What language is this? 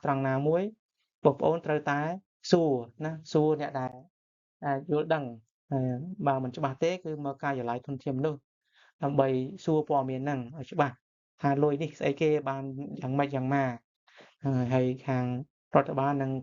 Khmer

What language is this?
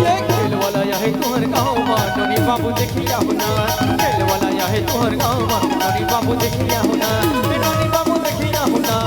Chhattisgarhi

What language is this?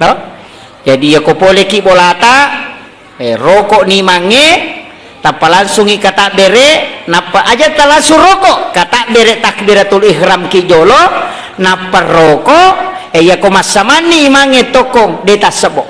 Buginese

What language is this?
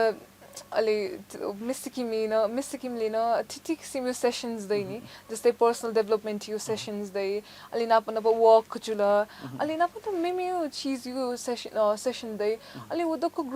Newari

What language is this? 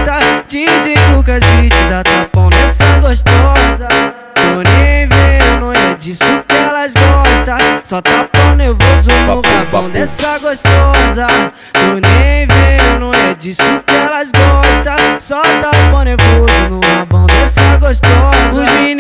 Portuguese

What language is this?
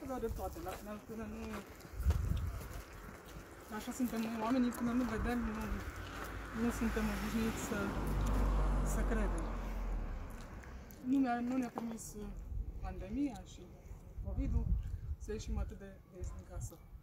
Romanian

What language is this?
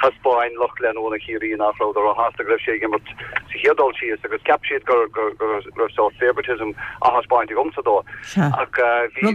Irish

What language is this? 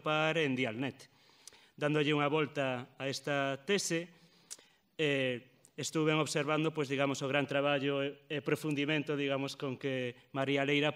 Galician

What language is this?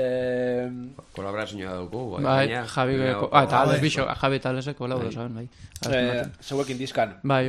Basque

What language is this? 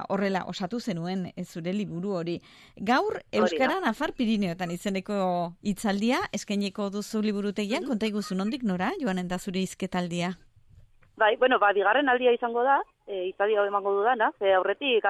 Basque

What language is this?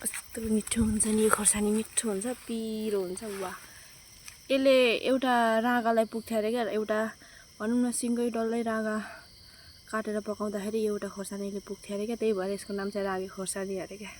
Nepali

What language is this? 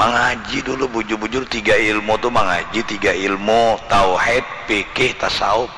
Banjar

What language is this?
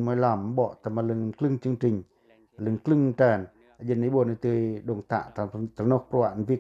Pacoh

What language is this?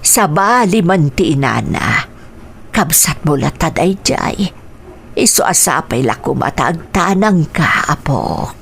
Iloko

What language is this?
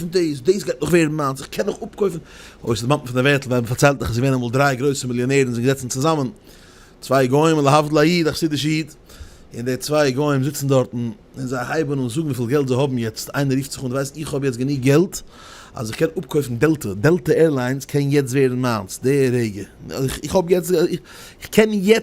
Yiddish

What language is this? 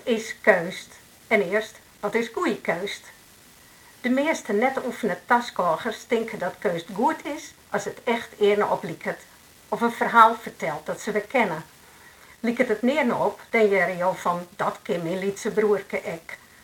Western Frisian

